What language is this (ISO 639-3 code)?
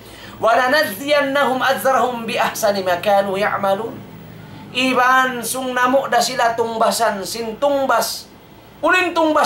tsg